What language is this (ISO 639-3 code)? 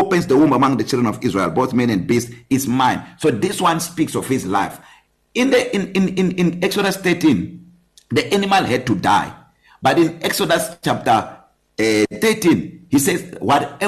eng